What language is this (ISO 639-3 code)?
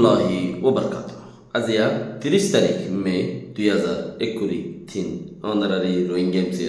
rhg